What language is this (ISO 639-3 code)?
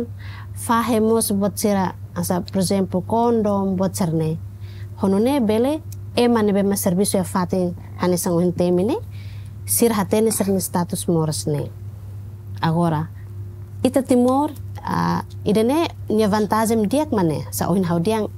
tet